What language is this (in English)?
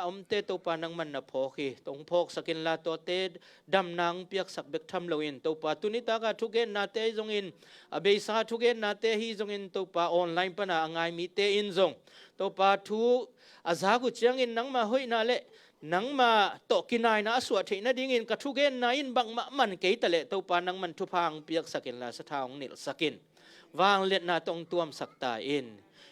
Tedim Chin